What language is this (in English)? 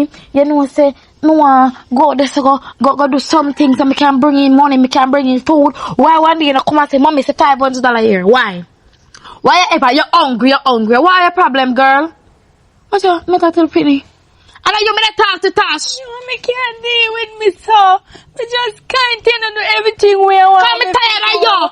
Jamaican Creole English